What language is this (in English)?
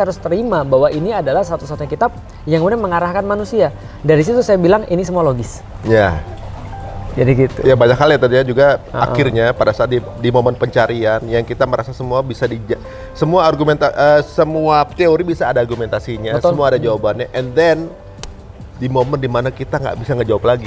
Indonesian